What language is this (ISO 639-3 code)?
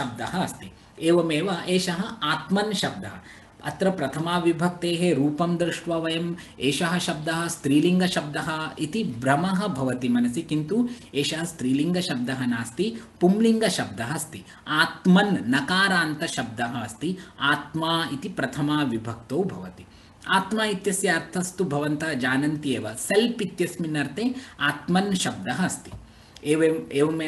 san